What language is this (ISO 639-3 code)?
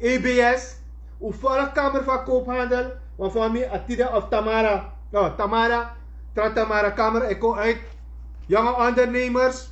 srn